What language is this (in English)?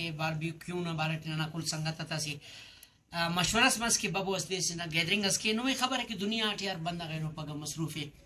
Brahui